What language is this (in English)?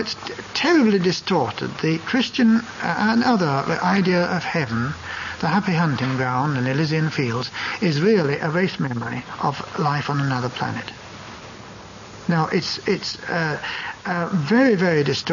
English